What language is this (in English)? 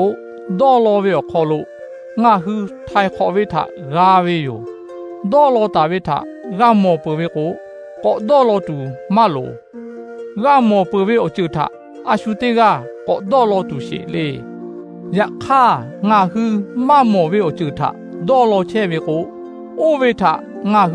Lahu